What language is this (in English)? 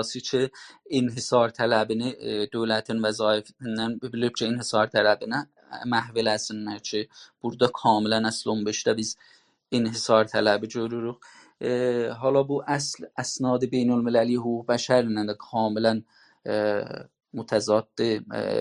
South Azerbaijani